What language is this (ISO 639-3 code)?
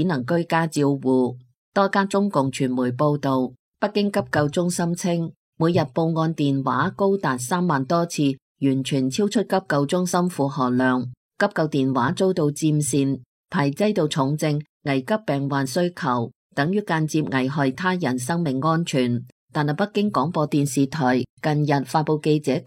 yue